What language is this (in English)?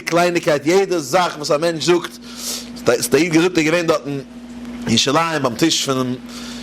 Yiddish